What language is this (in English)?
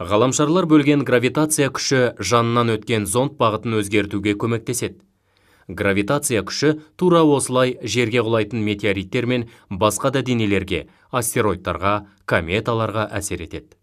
Kazakh